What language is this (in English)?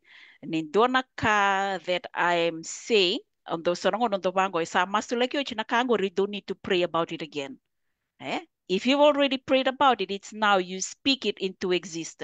Fijian